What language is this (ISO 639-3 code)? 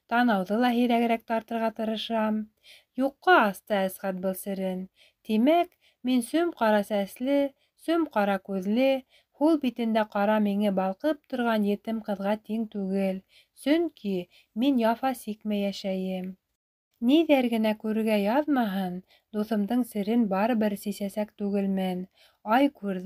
bak